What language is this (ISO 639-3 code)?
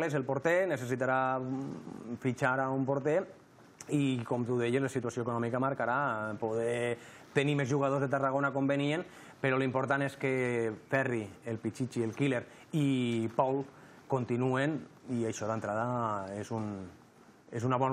cat